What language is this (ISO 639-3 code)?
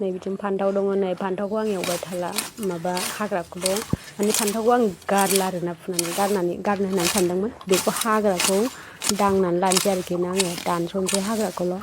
brx